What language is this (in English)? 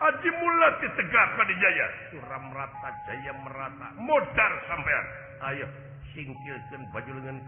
Sundanese